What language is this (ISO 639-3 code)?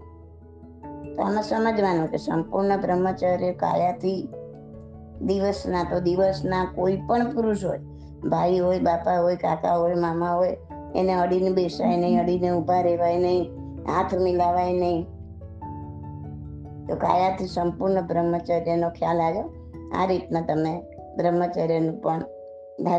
guj